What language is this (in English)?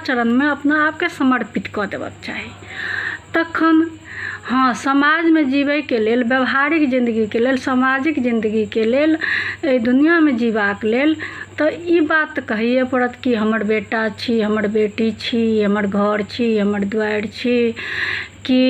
Maithili